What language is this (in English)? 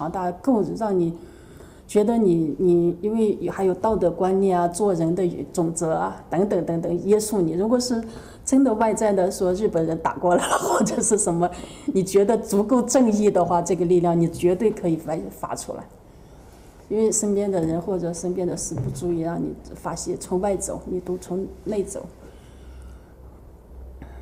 Chinese